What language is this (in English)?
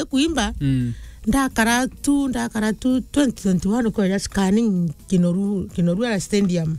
Meru